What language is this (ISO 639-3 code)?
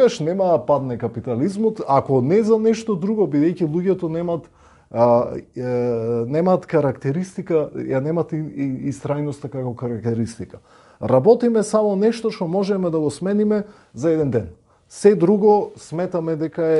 mkd